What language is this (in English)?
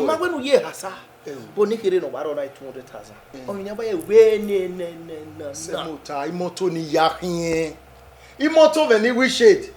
Bini